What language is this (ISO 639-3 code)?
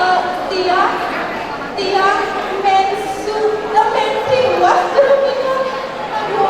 ban